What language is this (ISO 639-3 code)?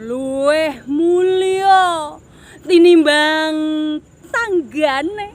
jav